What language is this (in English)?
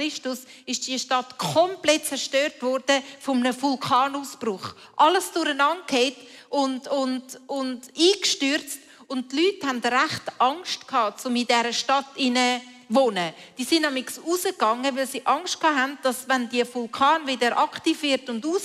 Swiss German